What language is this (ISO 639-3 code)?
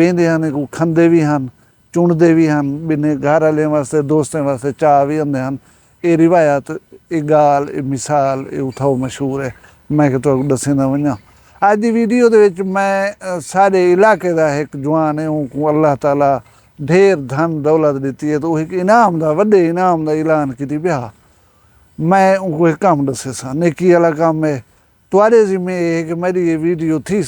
skr